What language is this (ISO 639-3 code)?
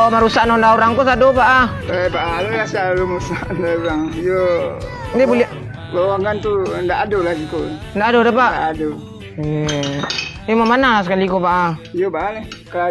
min